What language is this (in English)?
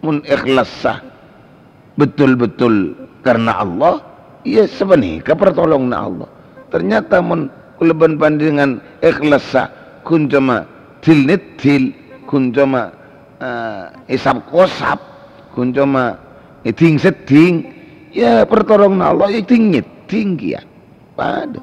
Madurese